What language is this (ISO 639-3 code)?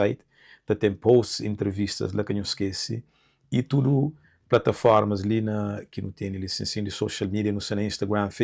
kea